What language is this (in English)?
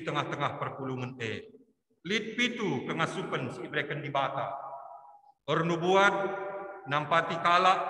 Batak Karo